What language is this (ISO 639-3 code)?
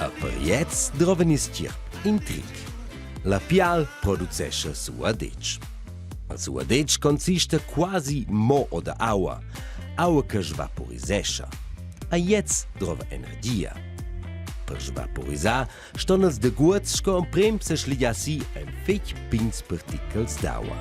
roh